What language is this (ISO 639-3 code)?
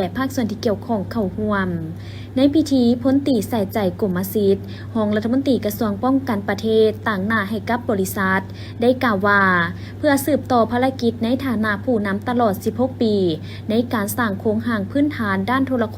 lao